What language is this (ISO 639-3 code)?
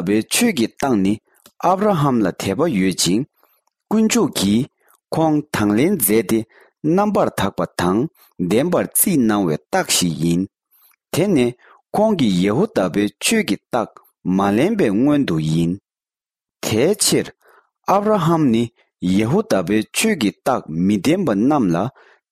bod